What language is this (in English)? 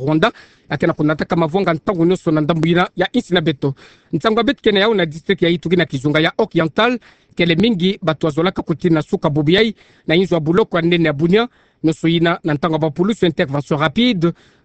Kituba (Democratic Republic of Congo)